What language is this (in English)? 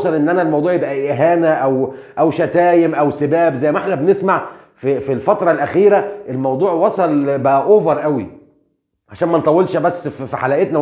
Egyptian Arabic